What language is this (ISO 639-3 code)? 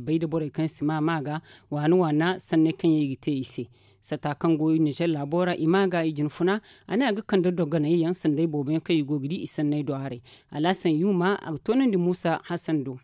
dje